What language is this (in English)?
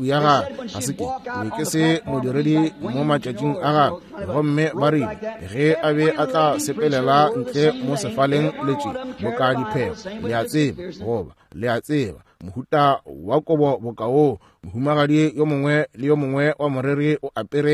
Northern Sotho